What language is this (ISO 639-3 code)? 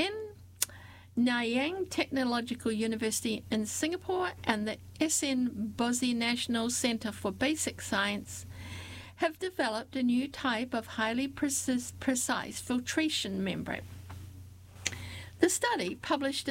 eng